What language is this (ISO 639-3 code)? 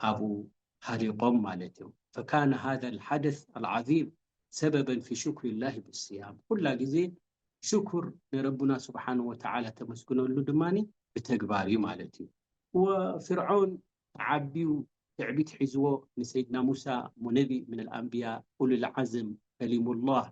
tir